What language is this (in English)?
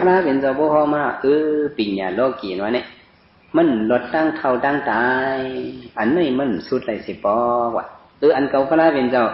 Shan